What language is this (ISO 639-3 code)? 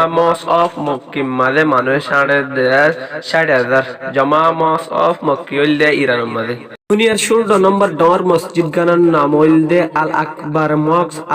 rhg